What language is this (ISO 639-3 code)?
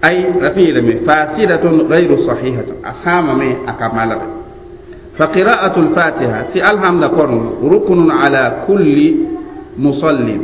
mos